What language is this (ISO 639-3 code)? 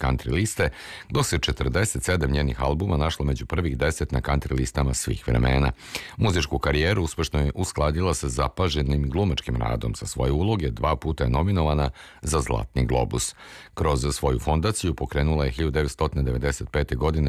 srp